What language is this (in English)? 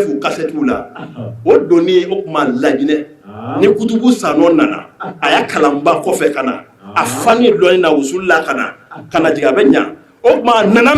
Bambara